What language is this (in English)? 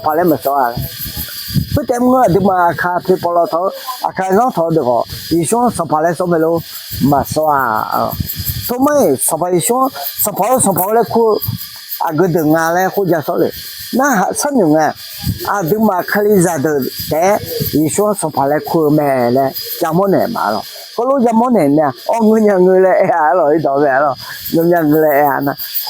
Akha